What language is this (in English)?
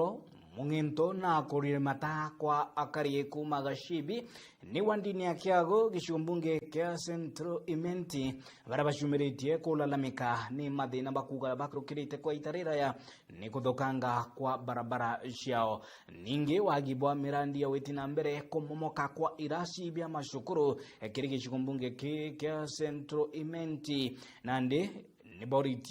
Meru